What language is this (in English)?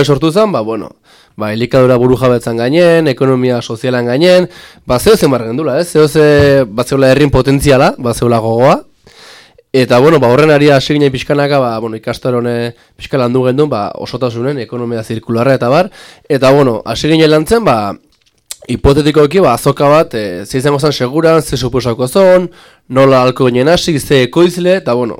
Basque